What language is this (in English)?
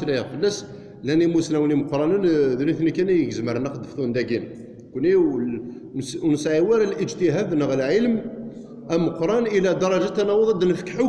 Kabyle